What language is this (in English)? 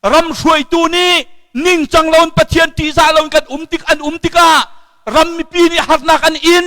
Hakha Chin